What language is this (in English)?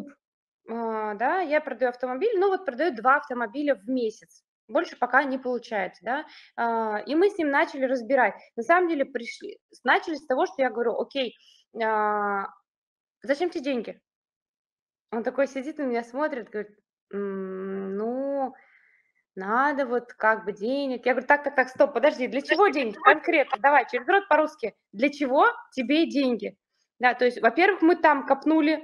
Russian